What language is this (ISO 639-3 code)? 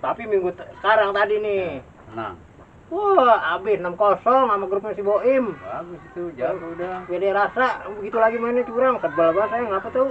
bew